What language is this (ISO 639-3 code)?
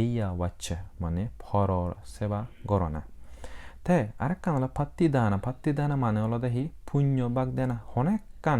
ccp